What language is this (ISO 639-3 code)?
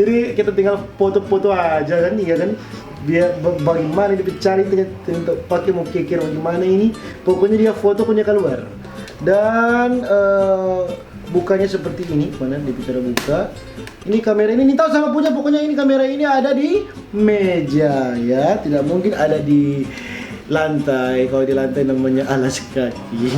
xmm